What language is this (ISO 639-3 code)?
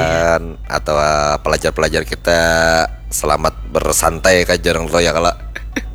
bjn